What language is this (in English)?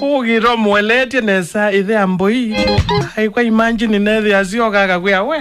Kamba